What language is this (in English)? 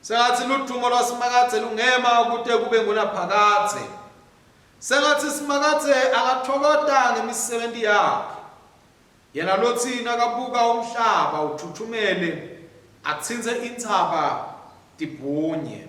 Swati